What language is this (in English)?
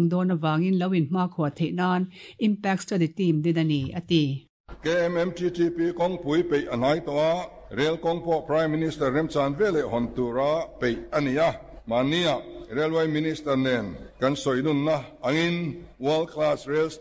Mizo